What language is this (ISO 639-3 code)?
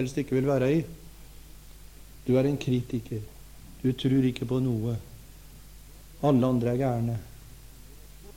nor